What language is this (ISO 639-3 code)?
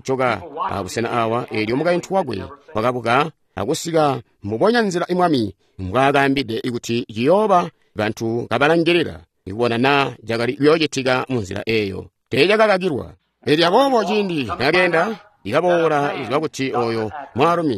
toi